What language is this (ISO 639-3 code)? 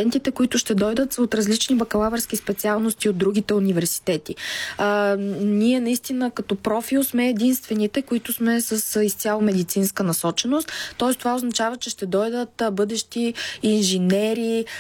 bul